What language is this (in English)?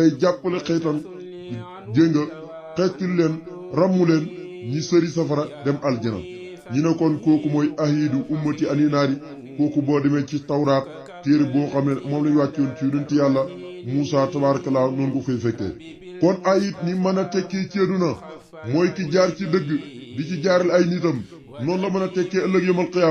Wolof